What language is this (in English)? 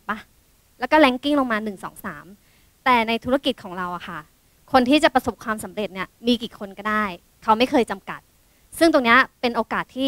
Thai